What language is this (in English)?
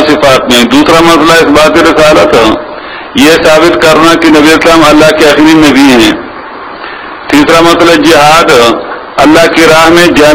Urdu